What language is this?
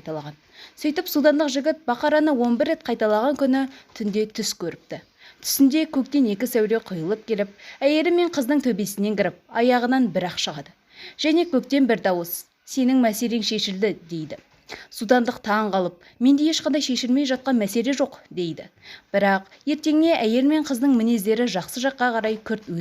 Kazakh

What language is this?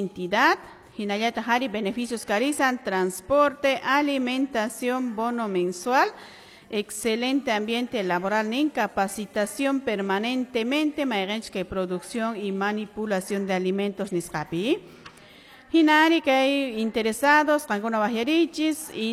Quechua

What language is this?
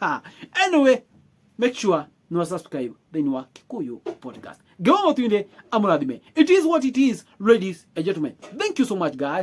Kikuyu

